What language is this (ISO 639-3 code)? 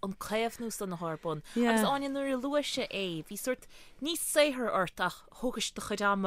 gle